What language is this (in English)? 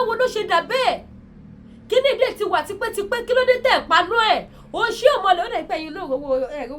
Yoruba